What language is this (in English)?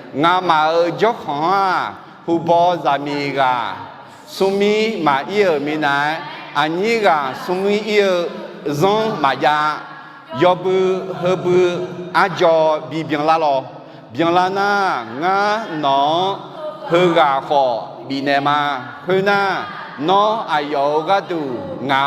Akha